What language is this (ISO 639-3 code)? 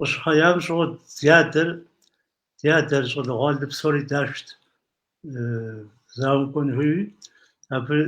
kbd